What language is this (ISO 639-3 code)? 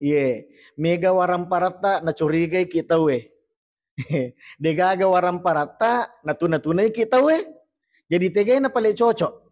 bug